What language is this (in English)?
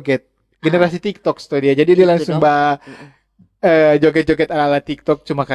Manado Malay